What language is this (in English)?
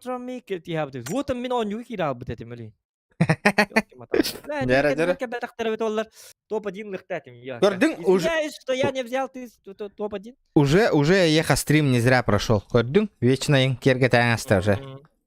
Yakut